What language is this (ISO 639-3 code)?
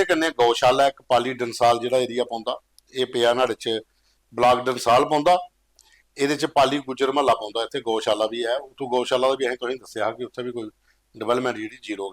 doi